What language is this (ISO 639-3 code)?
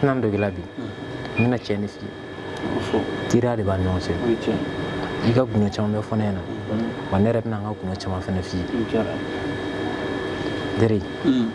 bam